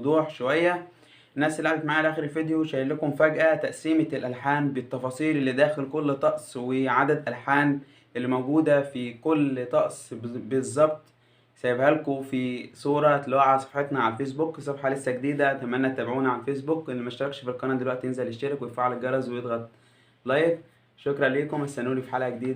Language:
Egyptian Arabic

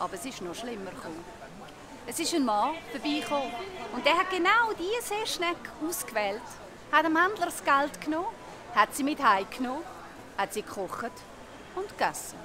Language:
Swiss German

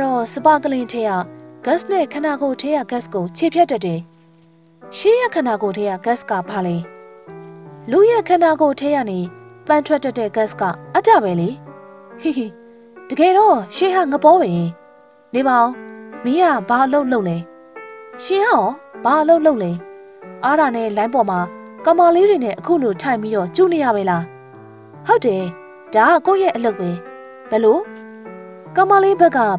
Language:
Burmese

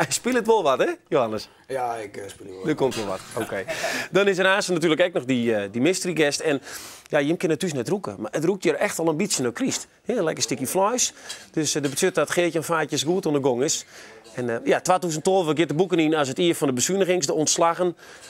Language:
Western Frisian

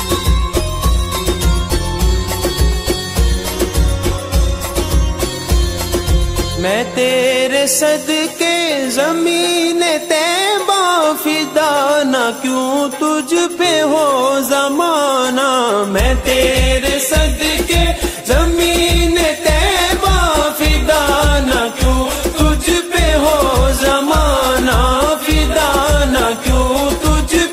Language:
Urdu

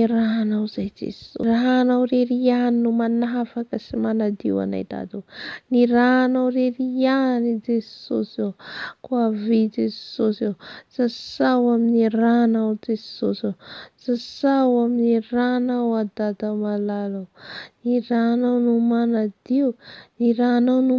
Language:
Malagasy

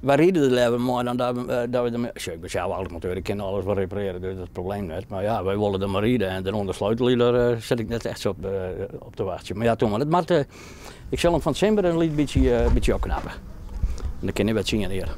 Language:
Western Frisian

